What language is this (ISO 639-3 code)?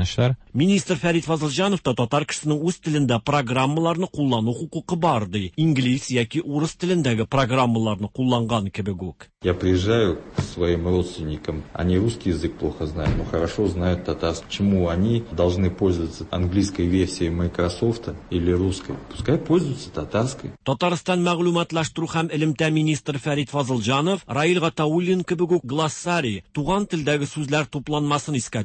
tat